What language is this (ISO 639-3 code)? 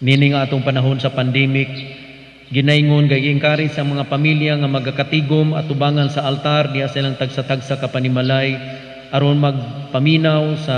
ceb